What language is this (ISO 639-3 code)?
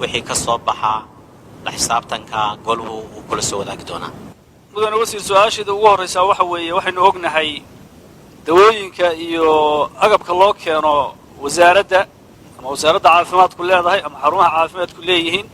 som